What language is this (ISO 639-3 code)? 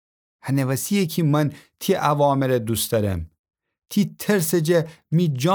glk